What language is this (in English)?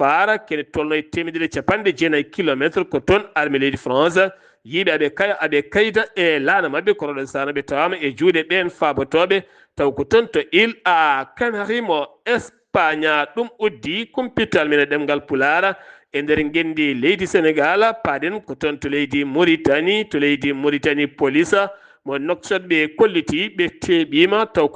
Fula